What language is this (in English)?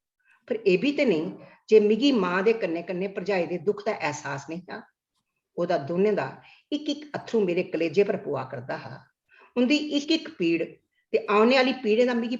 Dogri